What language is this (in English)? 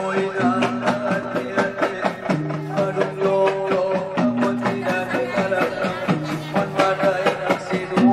Batak Angkola